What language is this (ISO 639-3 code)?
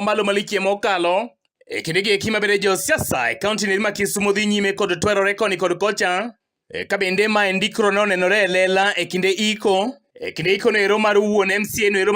luo